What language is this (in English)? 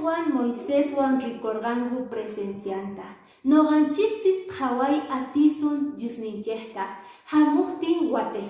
Quechua